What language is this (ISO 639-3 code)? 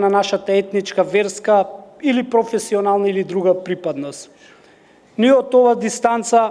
mkd